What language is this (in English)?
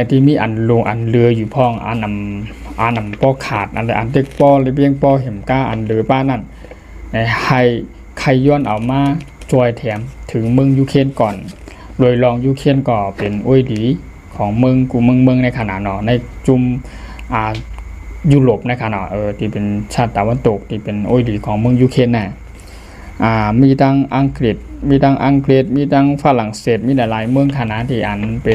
Shan